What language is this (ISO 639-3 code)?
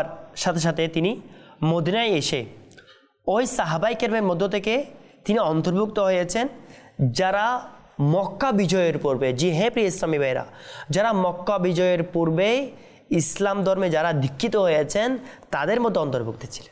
ben